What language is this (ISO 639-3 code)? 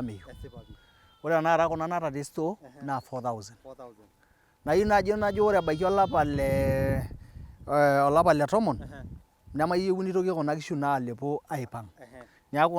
mas